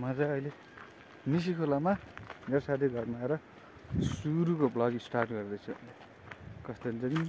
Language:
Nepali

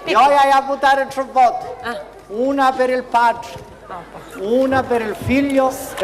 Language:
Sicilian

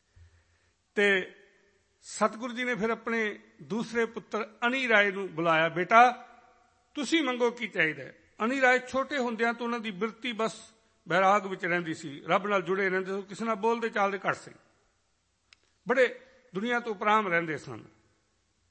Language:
Punjabi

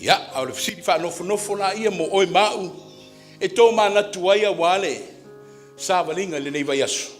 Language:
Samoan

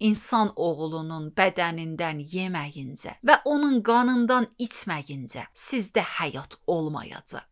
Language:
Azerbaijani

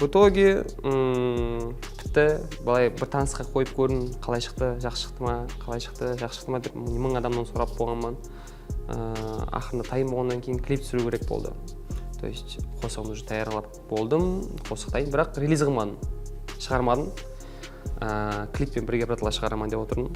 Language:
Kara-Kalpak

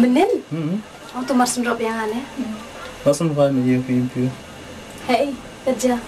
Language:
Khasi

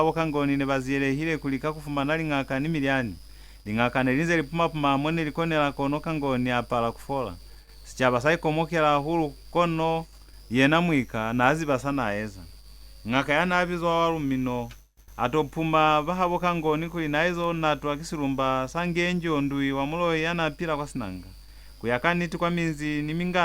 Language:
Lozi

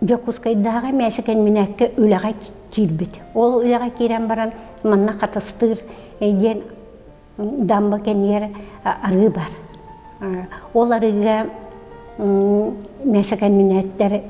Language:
Yakut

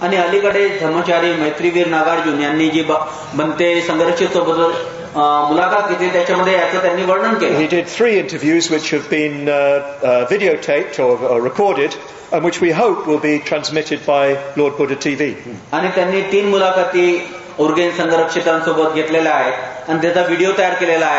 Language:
Marathi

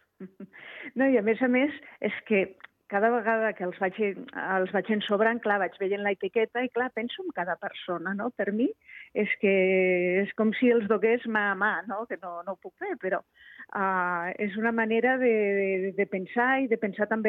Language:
Catalan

